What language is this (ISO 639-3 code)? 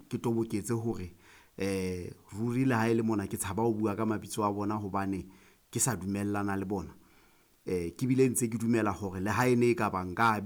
sot